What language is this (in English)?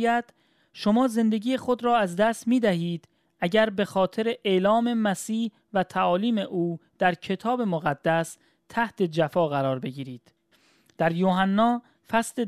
Persian